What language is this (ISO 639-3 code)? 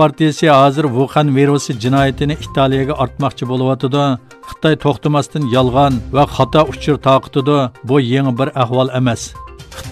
uig